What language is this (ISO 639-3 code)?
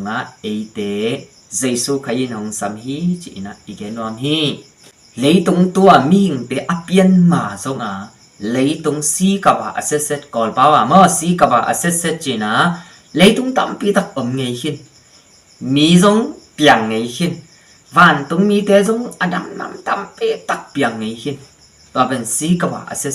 ctd